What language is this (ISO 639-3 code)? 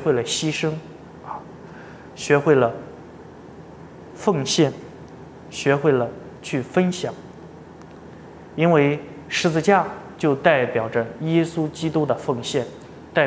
zho